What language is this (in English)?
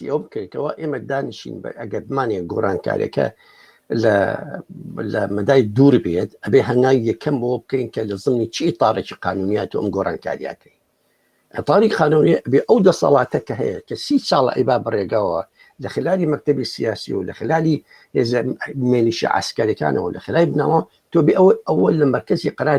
Central Kurdish